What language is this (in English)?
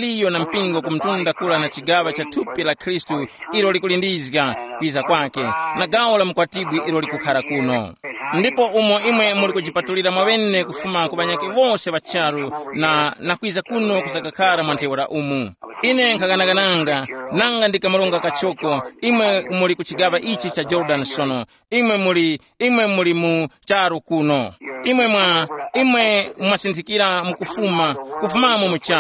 Tumbuka